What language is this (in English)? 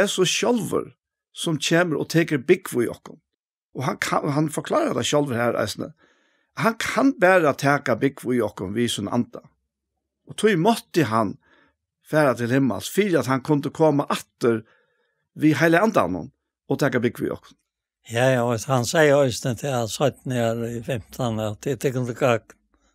Faroese